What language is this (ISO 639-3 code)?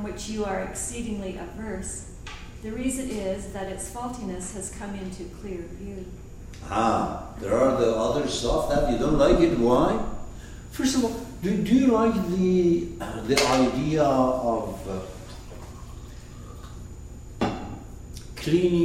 eng